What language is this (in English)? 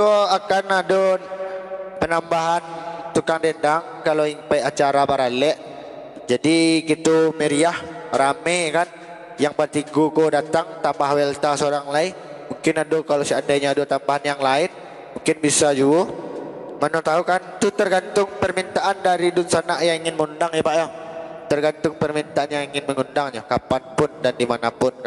Minangkabau